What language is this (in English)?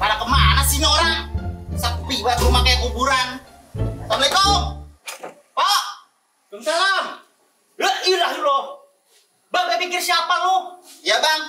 Betawi